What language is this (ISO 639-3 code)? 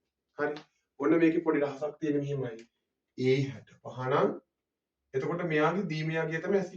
sin